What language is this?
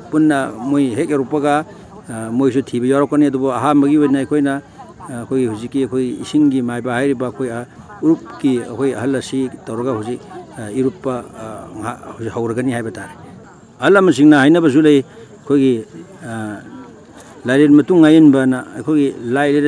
Manipuri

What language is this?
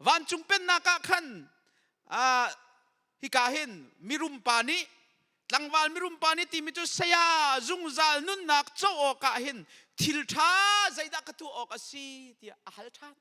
Hakha Chin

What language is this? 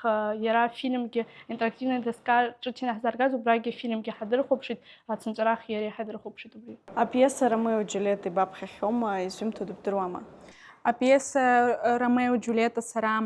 Abkhazian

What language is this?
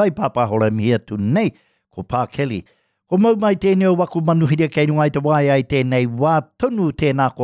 Māori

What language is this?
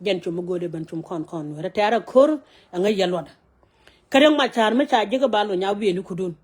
Nuer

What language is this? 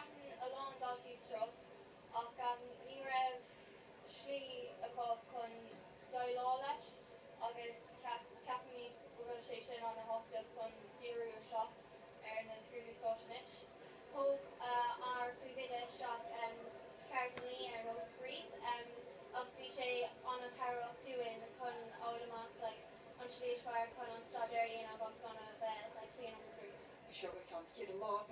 Irish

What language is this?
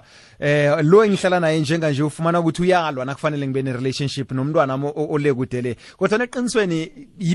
South Ndebele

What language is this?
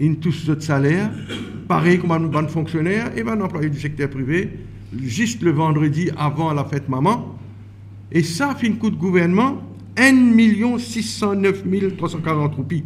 Morisyen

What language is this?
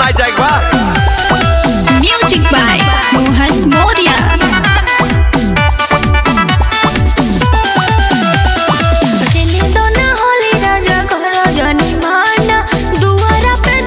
Bhojpuri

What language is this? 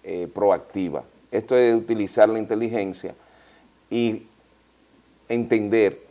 Spanish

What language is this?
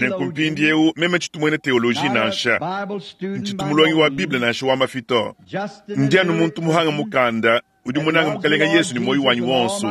Luba-Lulua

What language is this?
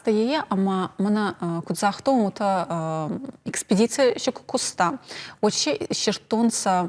Ossetic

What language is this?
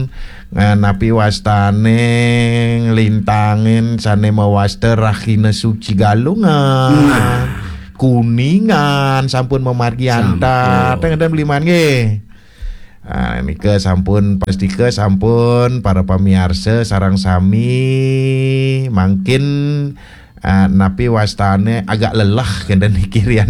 Balinese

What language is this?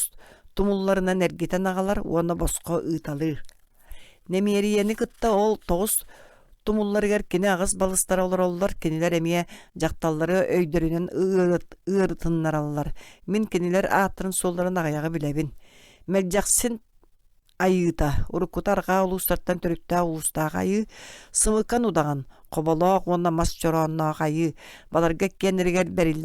Yakut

